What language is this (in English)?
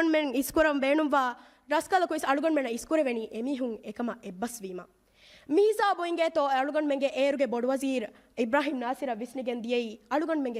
Divehi